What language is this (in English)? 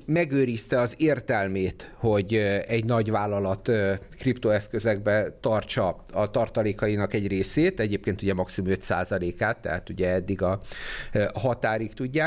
Hungarian